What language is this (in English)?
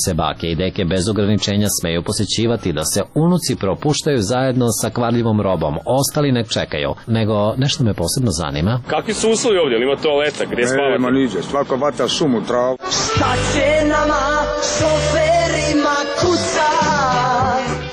Serbian